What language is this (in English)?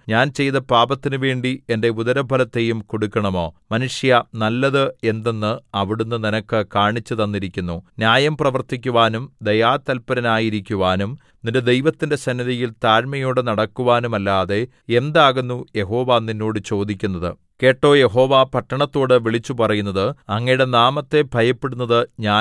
Malayalam